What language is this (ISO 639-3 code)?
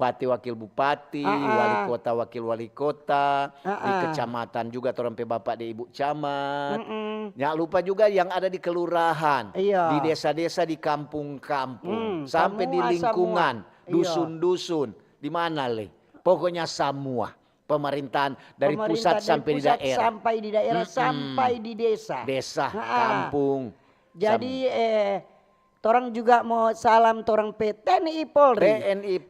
xmm